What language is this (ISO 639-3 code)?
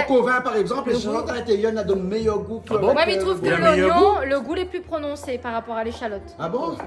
rcf